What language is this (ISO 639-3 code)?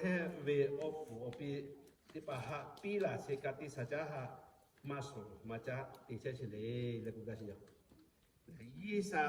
lhu